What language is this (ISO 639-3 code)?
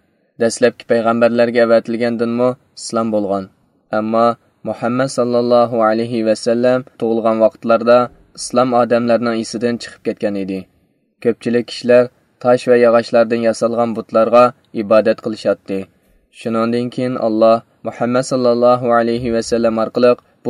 uig